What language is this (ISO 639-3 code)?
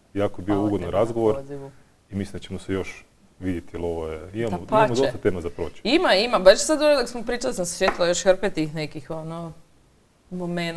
hrv